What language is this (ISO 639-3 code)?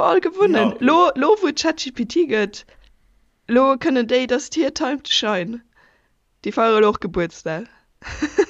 ltz